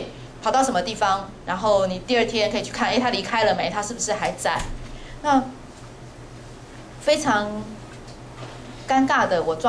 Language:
Chinese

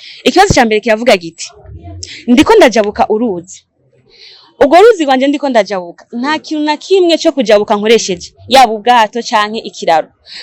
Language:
Rundi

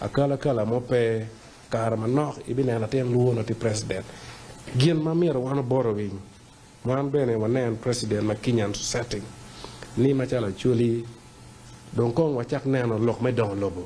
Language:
Acoli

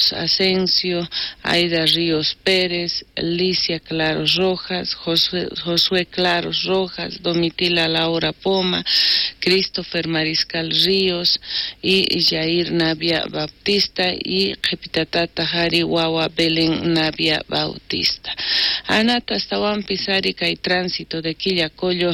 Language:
South Bolivian Quechua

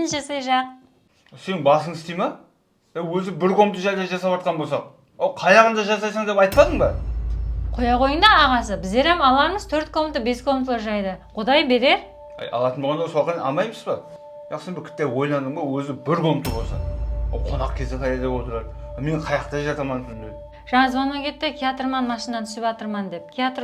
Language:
Kara-Kalpak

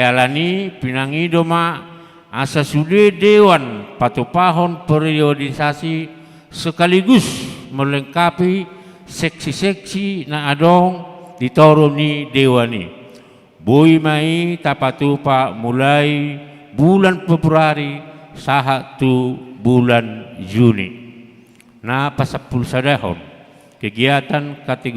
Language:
Batak Toba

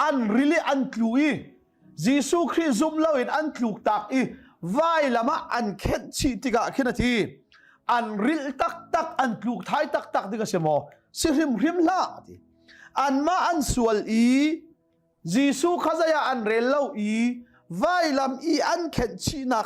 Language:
Hakha Chin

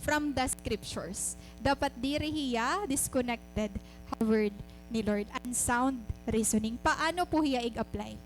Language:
Waray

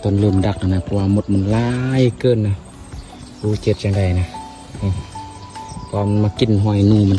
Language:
Northeastern Thai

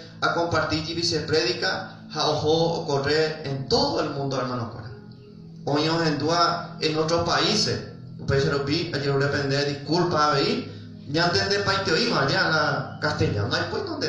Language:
Guarani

